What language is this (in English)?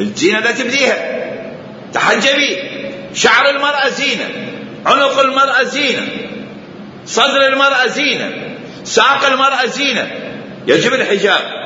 Mesopotamian Arabic